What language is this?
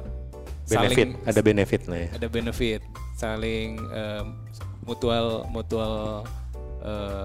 Indonesian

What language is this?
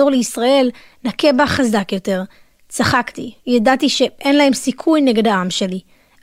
Hebrew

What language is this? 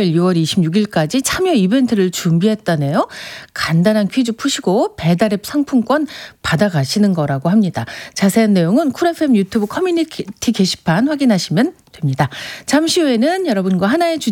Korean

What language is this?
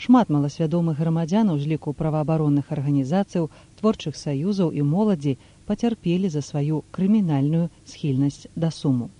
Belarusian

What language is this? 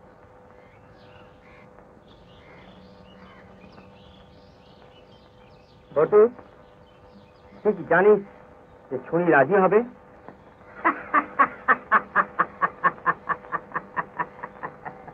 Bangla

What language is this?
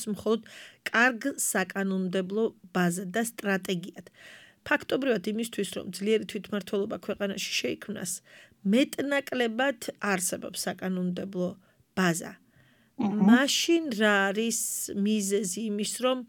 Georgian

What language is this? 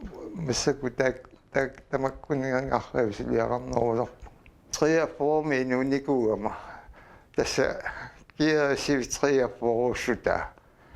Kalaallisut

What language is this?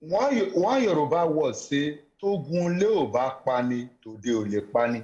Nigerian Pidgin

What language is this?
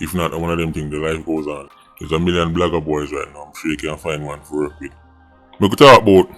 Jamaican Creole English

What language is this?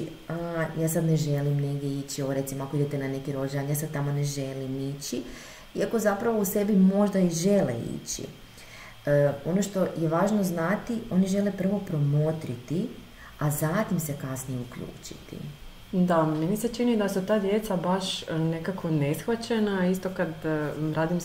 Croatian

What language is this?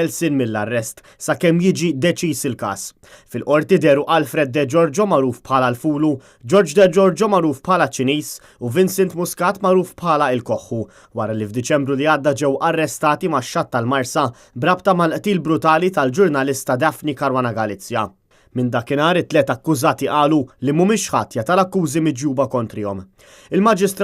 Maltese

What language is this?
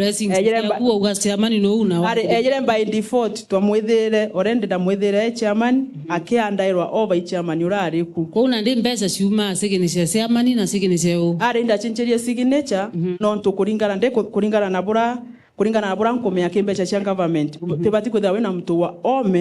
Meru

